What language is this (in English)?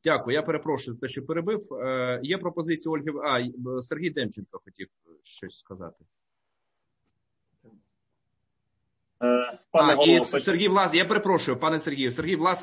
Ukrainian